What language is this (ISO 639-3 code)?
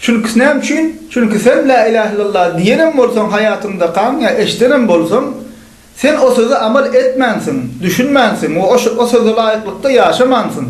tuk